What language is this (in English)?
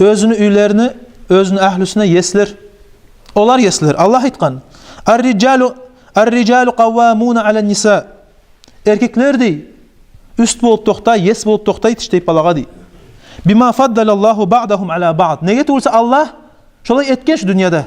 Kumyk